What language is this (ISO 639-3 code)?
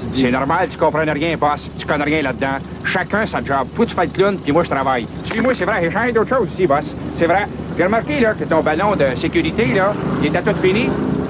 fra